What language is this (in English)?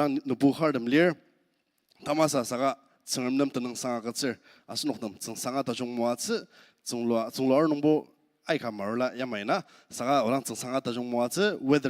Ao Naga